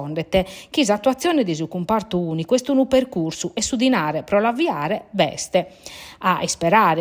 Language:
Sardinian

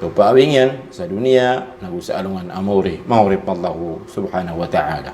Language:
Maranao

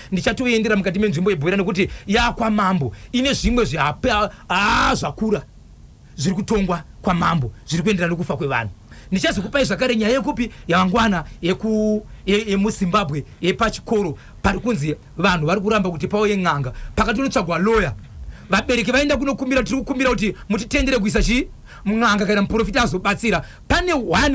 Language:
Shona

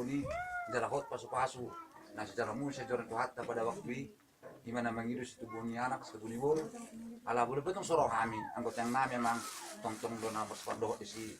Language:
Batak Toba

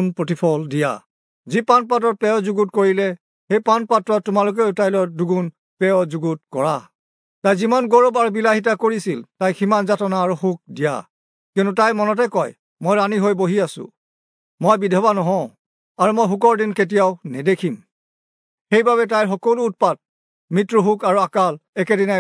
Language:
Assamese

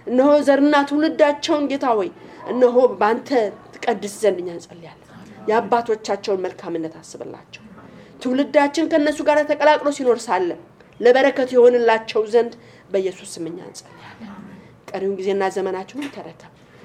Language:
Amharic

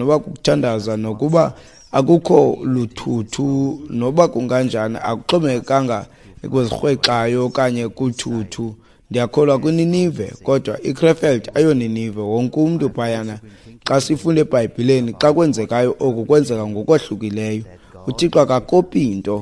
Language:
Xhosa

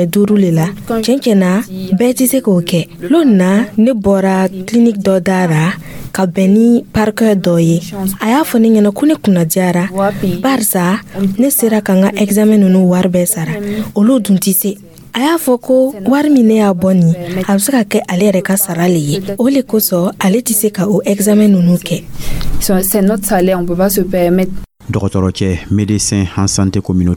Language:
Dyula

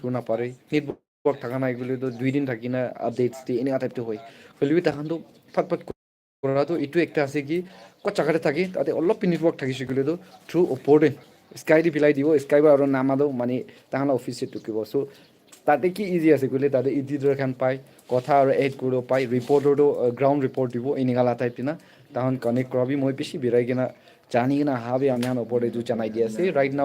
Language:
Naga Pidgin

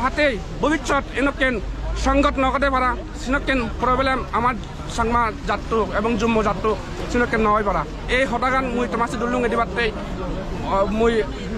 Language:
Chakma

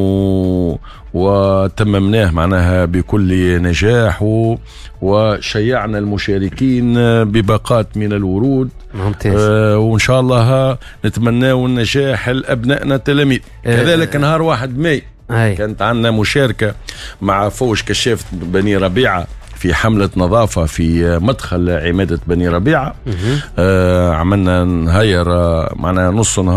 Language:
Tunisian Arabic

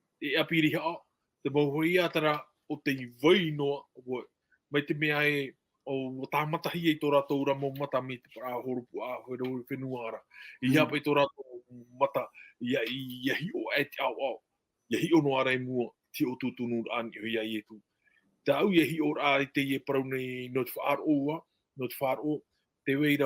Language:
Tahitian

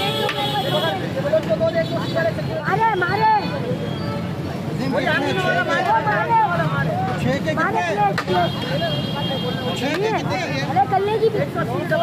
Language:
Hindi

